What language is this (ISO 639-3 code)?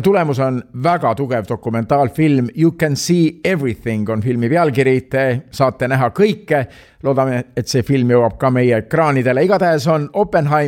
est